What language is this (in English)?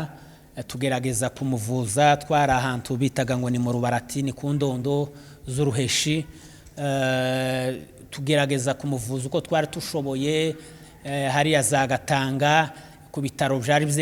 Kinyarwanda